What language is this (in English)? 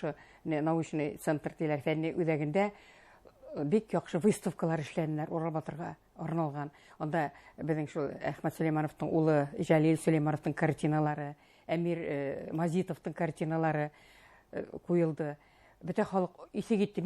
Bashkir